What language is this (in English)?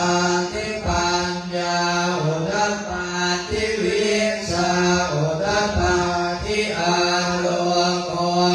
Pali